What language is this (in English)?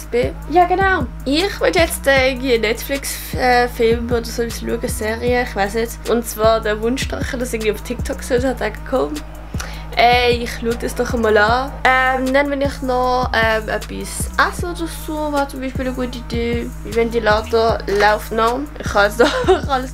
Swiss German